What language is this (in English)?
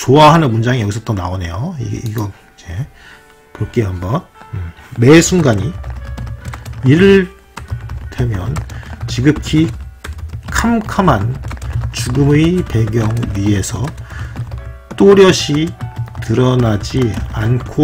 Korean